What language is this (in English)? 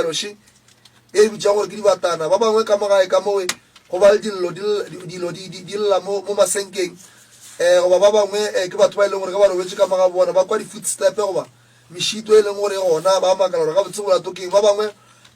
Northern Sotho